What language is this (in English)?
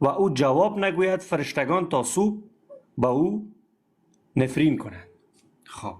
Persian